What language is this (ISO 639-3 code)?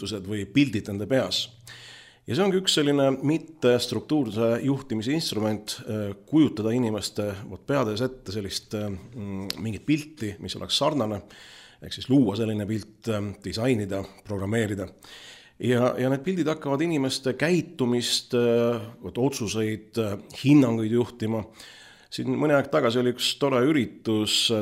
est